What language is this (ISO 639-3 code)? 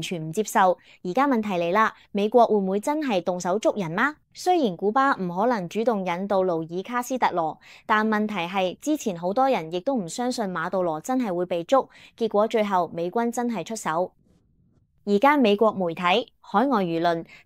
yue